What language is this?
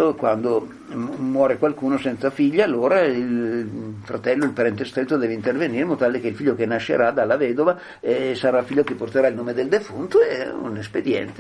Italian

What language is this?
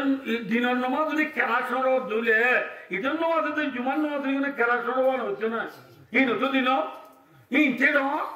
Rohingya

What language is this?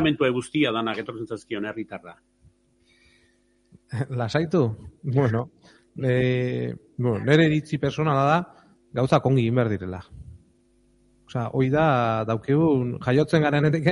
Basque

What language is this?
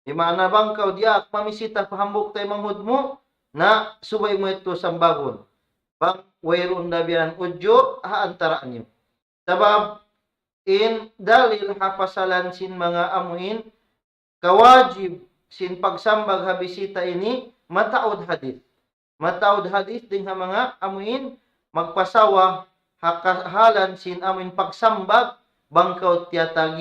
Tausug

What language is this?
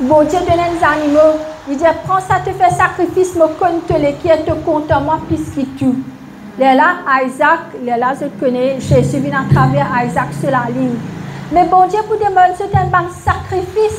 Morisyen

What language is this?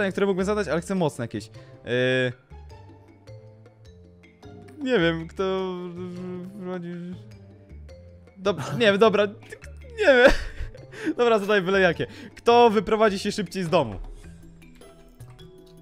Polish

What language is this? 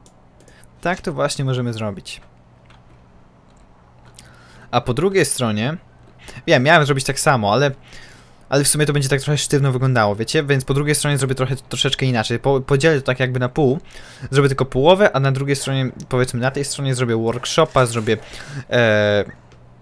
Polish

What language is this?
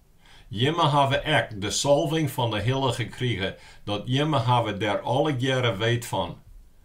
Western Frisian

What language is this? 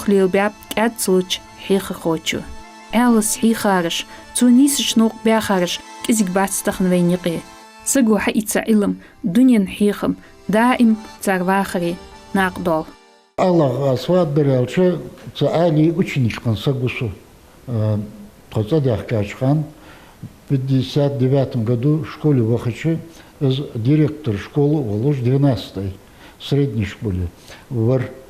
Ingush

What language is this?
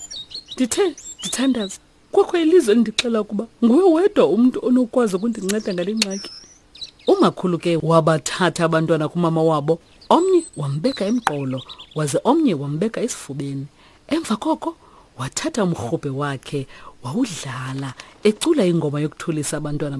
Xhosa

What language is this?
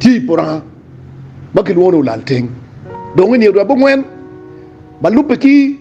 Acoli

